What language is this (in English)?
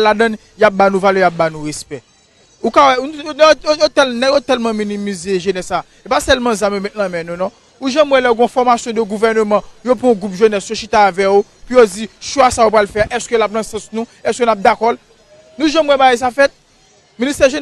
Haitian Creole